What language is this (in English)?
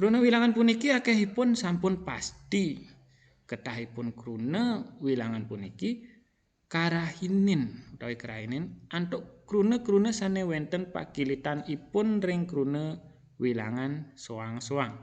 Balinese